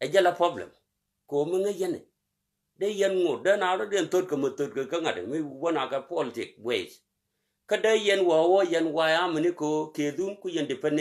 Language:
Nuer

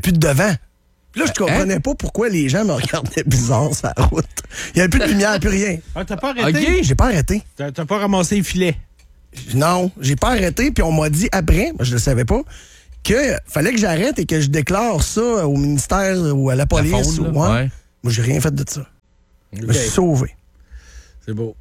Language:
French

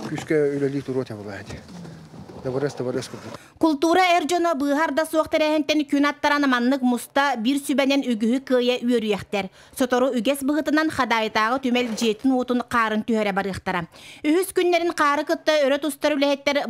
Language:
Yakut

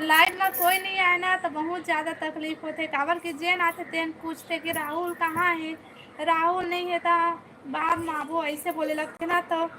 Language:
Chhattisgarhi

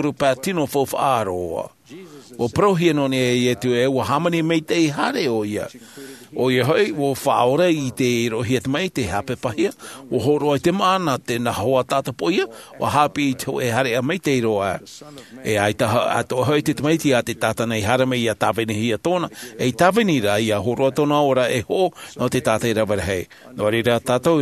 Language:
Tahitian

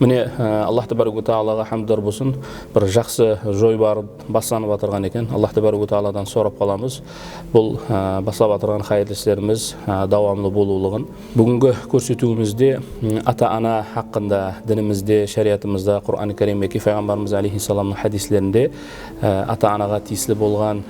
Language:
Kara-Kalpak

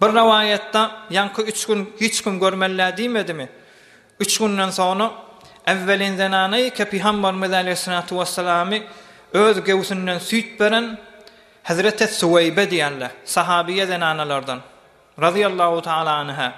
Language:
Turkmen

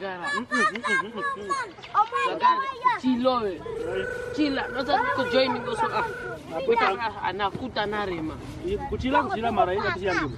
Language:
Kwangali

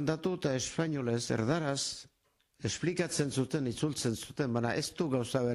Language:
Basque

